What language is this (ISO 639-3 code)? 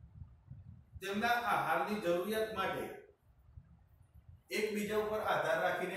guj